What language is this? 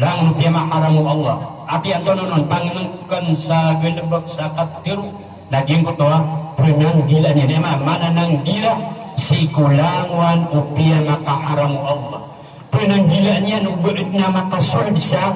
Maranao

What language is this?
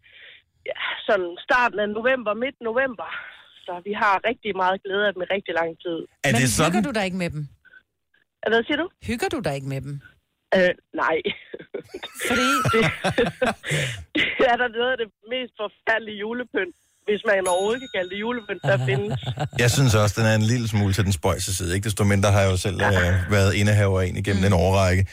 Danish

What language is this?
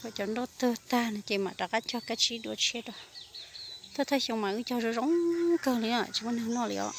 Hmong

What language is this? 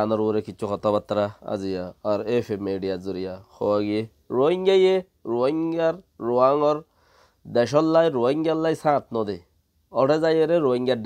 Rohingya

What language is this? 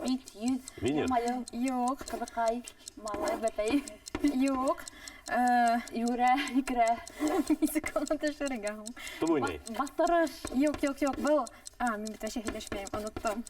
Bashkir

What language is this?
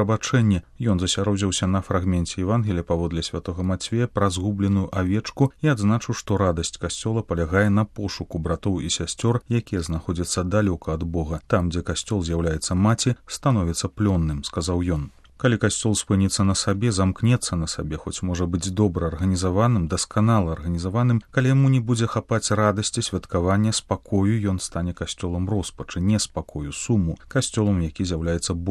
Belarusian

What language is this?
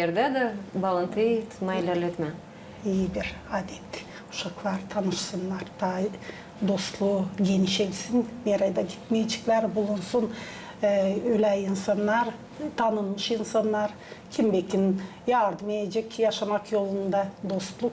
Gagauz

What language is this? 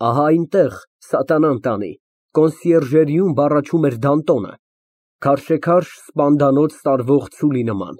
Armenian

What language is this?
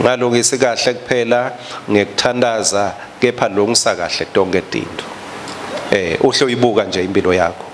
Swati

